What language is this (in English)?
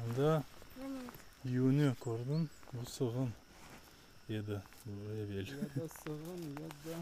Crimean Tatar